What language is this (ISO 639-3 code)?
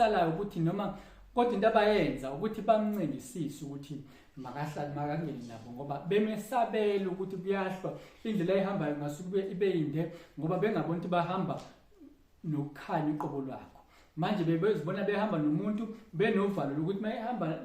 zul